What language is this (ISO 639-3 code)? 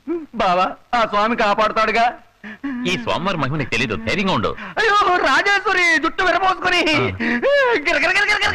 tel